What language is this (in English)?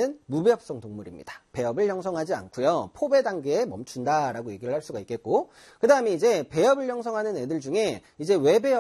Korean